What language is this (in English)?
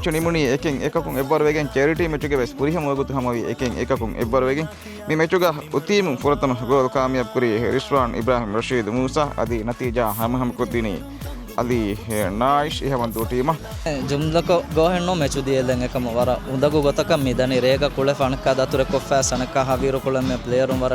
Divehi